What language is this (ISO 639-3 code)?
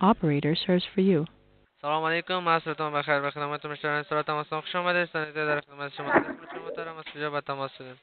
pus